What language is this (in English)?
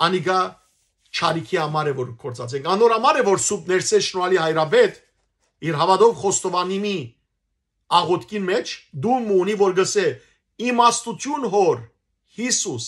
Western Armenian